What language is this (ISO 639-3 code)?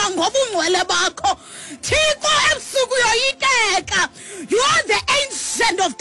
xho